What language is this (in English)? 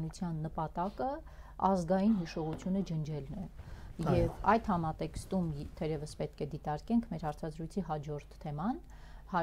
Armenian